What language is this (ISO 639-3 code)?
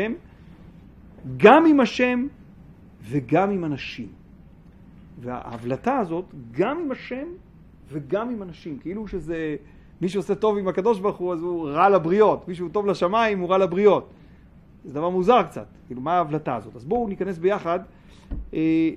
heb